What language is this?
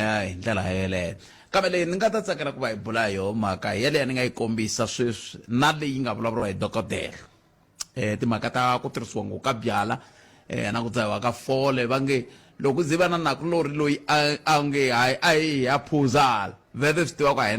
Tsonga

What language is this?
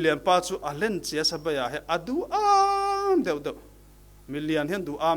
Falam Chin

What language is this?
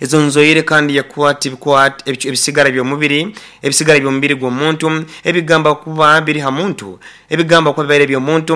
Nyoro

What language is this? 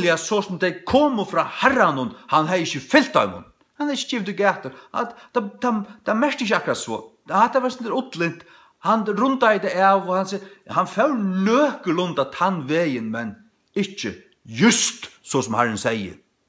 Faroese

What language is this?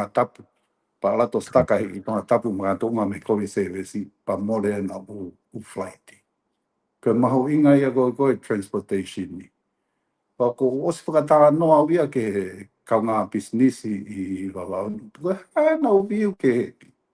Tongan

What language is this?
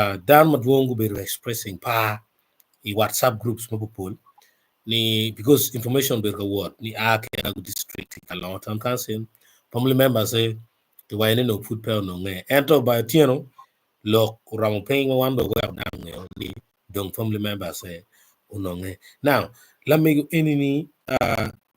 Acoli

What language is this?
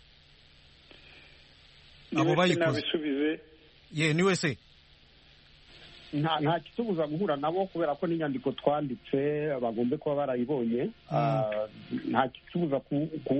Kinyarwanda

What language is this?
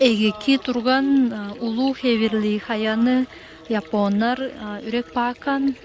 Tuvinian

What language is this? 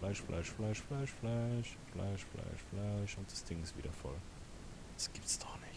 Swiss German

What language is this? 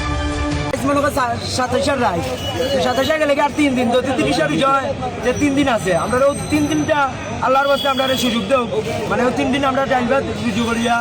Sylheti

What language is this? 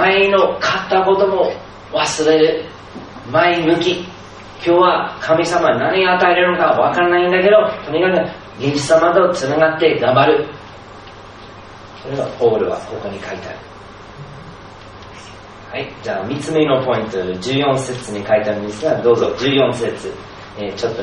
Japanese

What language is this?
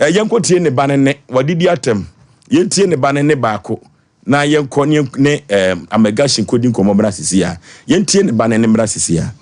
Akan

